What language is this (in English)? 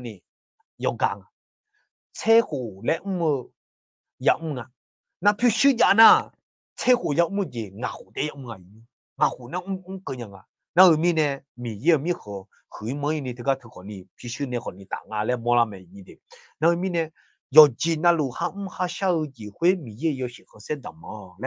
Akha